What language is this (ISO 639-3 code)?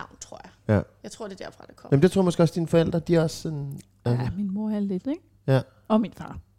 dan